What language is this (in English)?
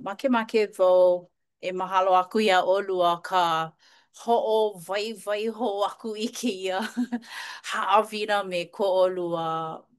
Hawaiian